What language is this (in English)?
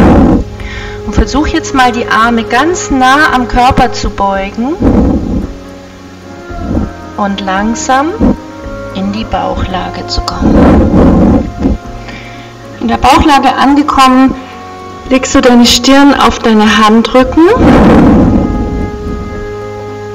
German